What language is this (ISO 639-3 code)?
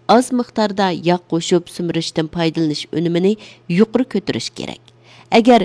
uig